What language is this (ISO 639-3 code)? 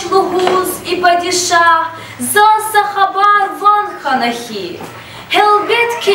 lez